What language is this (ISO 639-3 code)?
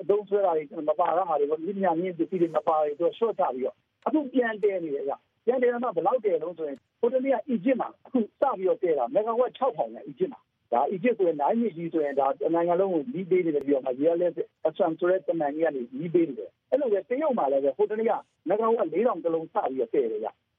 mya